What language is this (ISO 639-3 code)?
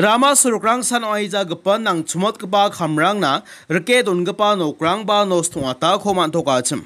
grt